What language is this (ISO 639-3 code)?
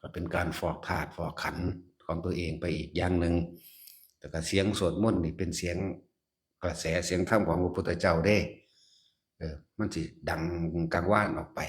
tts